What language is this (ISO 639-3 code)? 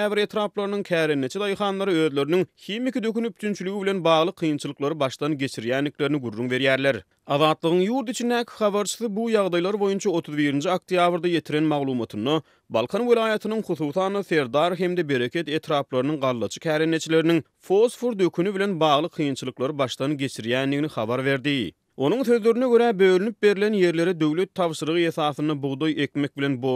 tuk